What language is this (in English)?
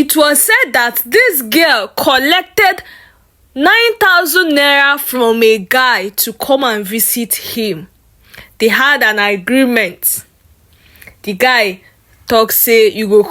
Nigerian Pidgin